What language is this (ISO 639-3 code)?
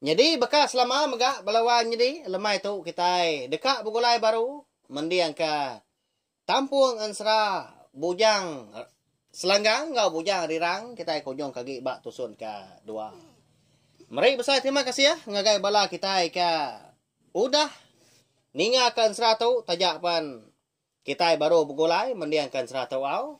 iba